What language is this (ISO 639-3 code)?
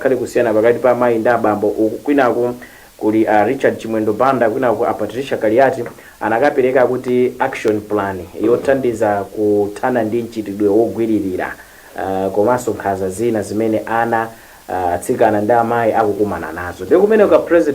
nya